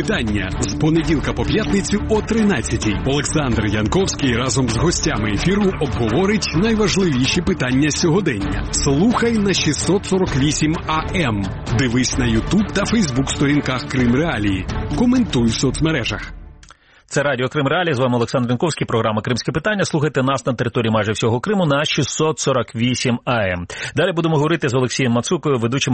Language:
Ukrainian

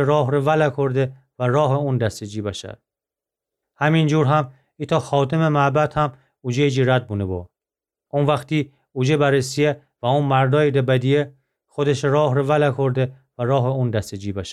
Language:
Gilaki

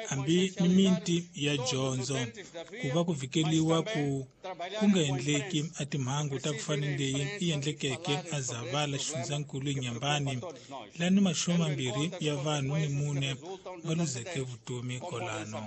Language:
Tsonga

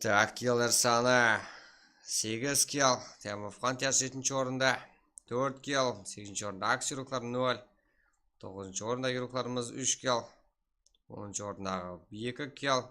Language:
Kara-Kalpak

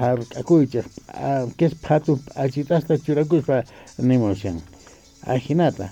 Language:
South Bolivian Quechua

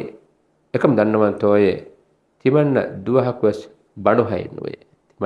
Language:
Divehi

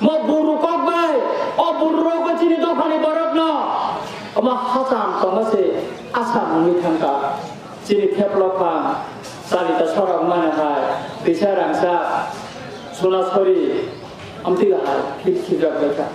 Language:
Kok Borok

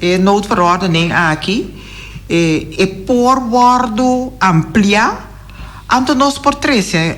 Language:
Papiamento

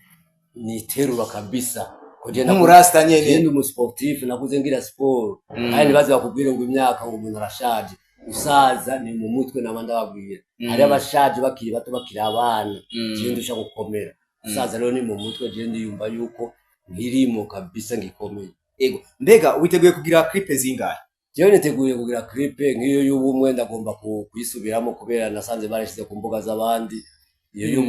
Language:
Rundi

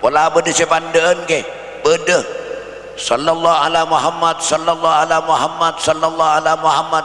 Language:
Madurese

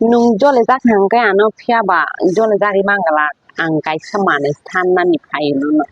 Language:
Kok Borok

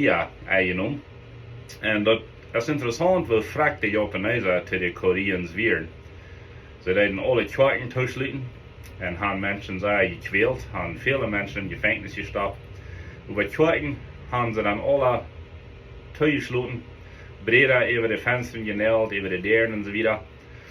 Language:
Plautdietsch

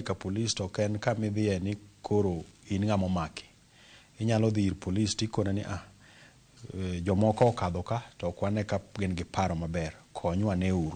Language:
Luo (Kenya and Tanzania)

